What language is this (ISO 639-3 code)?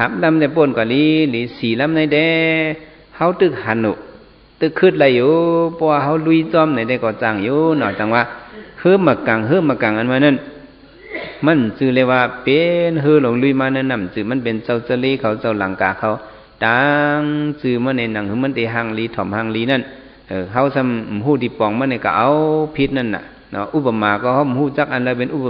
shn